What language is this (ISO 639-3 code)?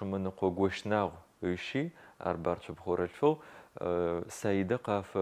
ady